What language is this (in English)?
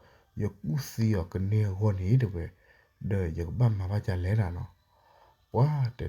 S'gaw Karen